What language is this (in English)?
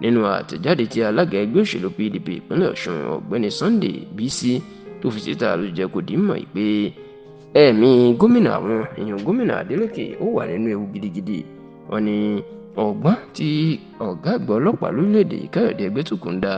Yoruba